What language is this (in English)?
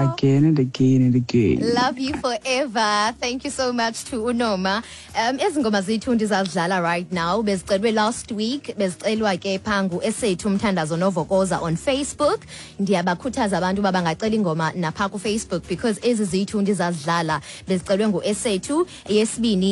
Xhosa